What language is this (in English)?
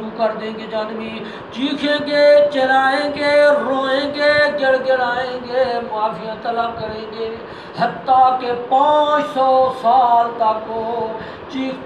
Urdu